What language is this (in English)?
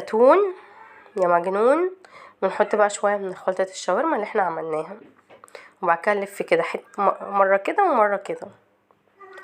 Egyptian Arabic